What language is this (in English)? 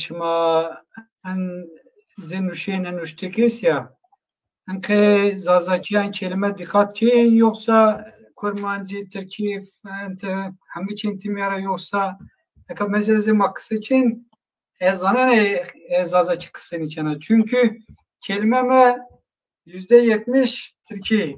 Zaza